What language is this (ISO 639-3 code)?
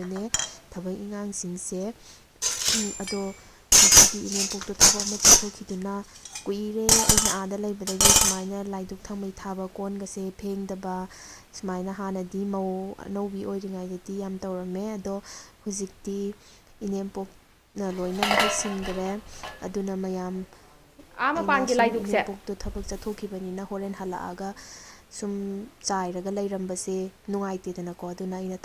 mni